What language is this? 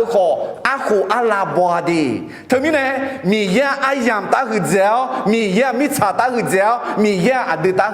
Akha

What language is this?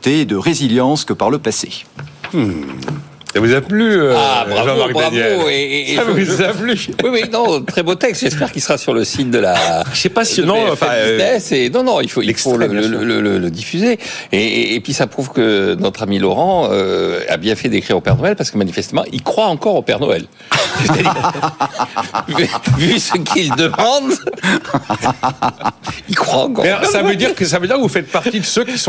French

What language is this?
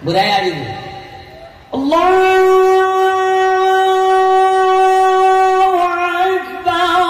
Achinese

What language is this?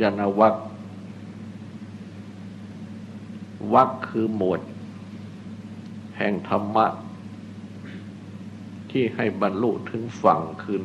Thai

